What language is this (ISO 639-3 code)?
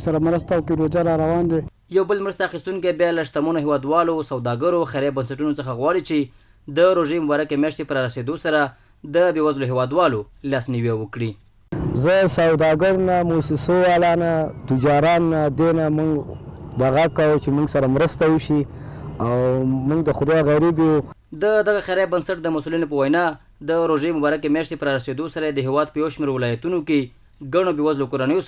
pus